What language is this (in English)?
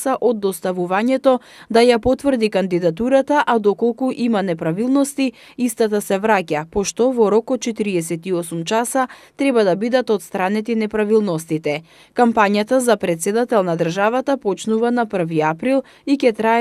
Macedonian